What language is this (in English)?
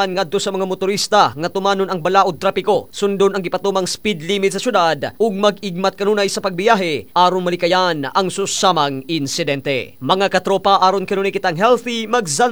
Cebuano